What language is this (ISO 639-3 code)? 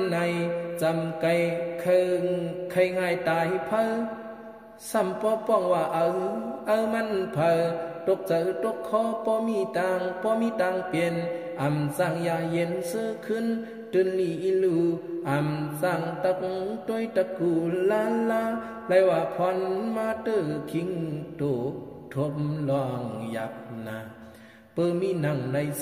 shn